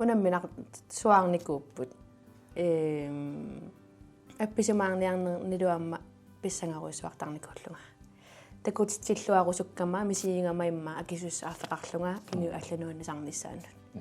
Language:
Kalaallisut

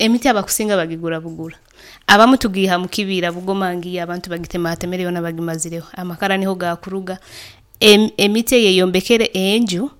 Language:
Nyoro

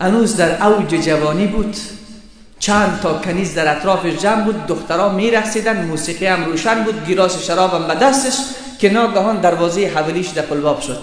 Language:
Persian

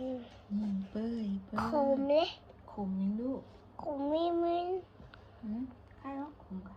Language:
Northeastern Thai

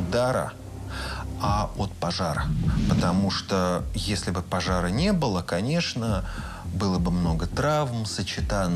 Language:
Russian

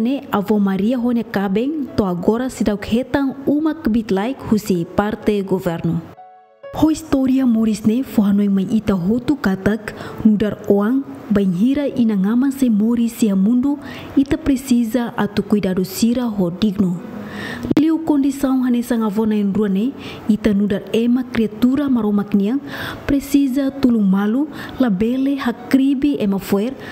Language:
Tetum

